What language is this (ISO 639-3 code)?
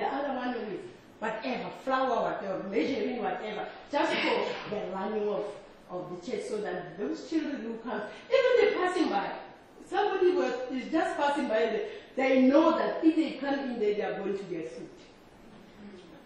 eng